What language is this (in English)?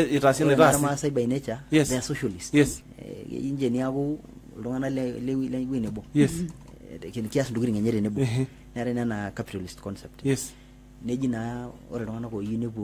Masai